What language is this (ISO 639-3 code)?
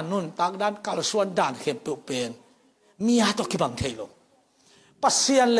ctd